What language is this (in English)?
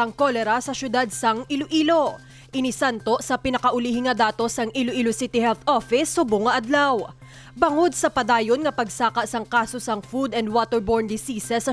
Hiligaynon